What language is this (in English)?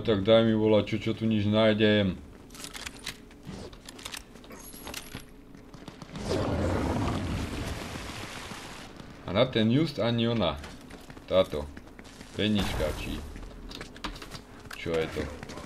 Slovak